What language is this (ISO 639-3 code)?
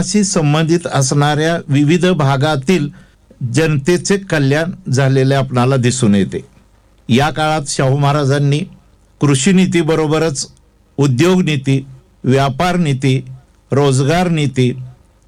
mar